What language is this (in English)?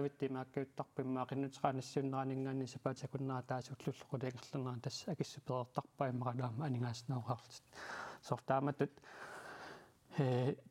Kalaallisut